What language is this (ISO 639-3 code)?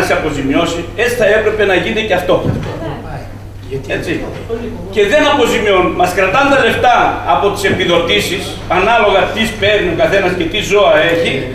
ell